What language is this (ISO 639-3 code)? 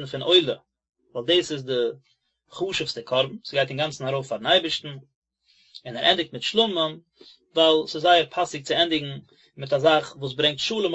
yid